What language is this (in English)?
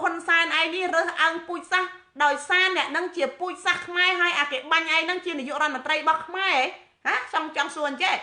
Khmer